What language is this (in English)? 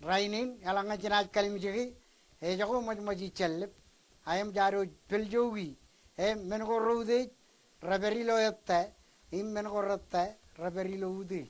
Marshallese